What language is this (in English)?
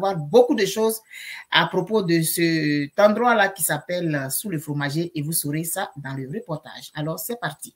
French